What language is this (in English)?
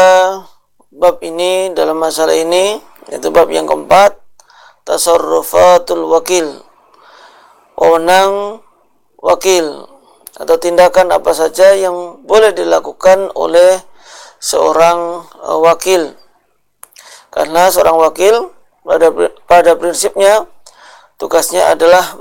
Indonesian